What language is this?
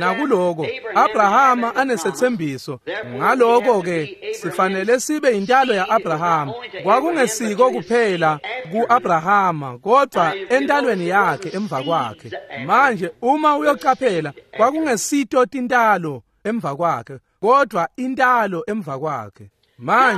Swati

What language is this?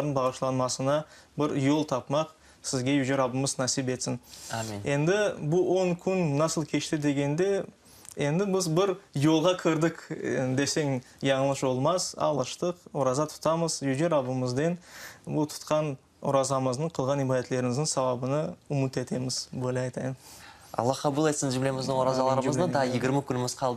Crimean Tatar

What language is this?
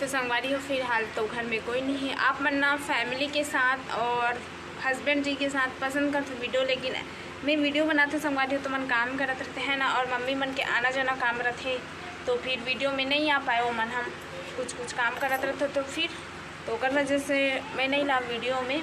Chhattisgarhi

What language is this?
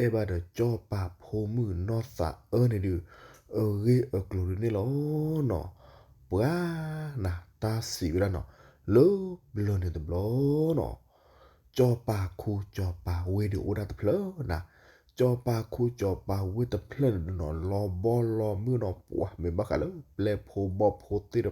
S'gaw Karen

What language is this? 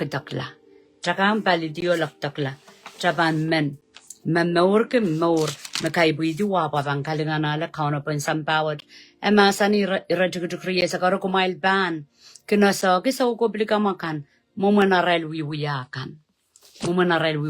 Pohnpeian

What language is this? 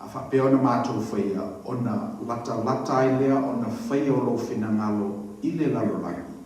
Samoan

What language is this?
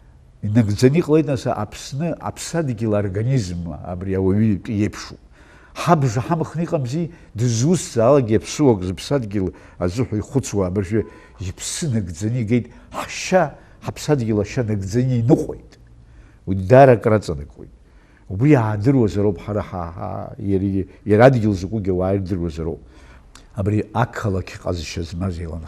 Abkhazian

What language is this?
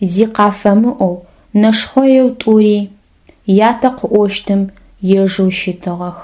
Adyghe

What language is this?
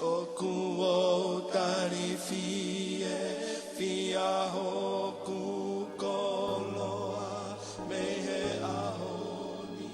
Tongan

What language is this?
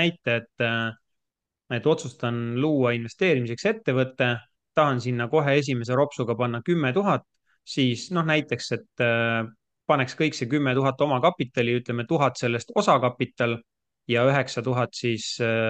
Estonian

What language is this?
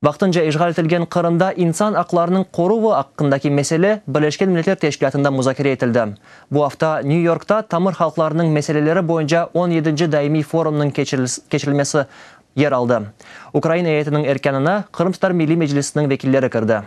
Crimean Tatar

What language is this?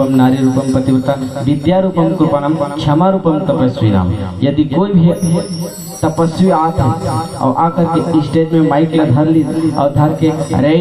Chhattisgarhi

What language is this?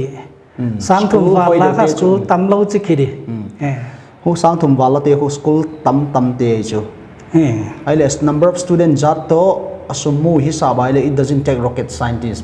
Paite Chin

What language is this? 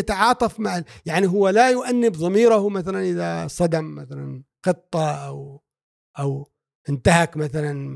Gulf Arabic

